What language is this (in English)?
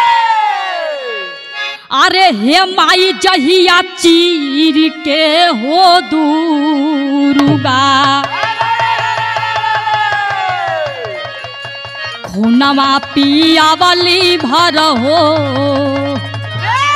Bhojpuri